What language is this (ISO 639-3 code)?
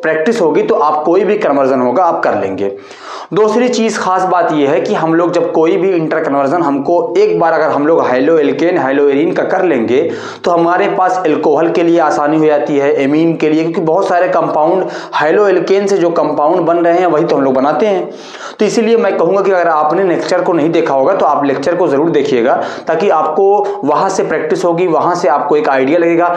hin